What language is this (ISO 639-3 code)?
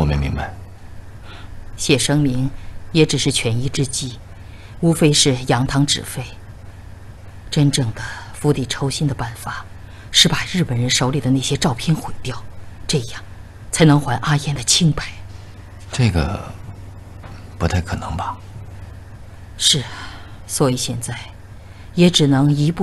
zho